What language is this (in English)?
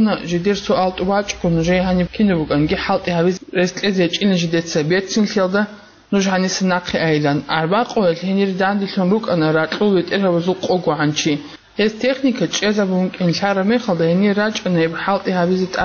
Avaric